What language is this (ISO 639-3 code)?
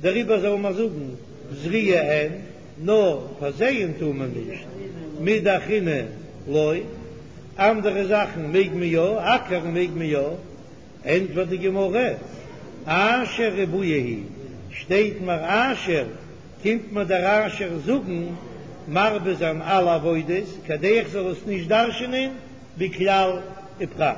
yid